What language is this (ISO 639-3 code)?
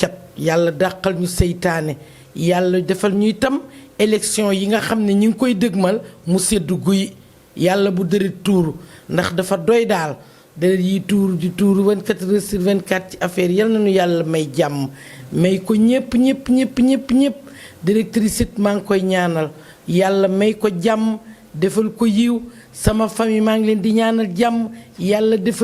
wol